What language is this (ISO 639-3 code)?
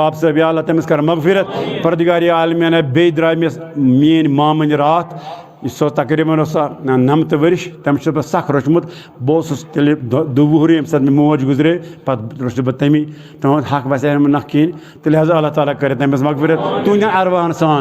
kas